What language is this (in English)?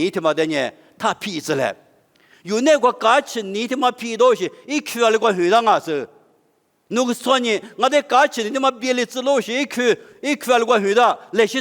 Lisu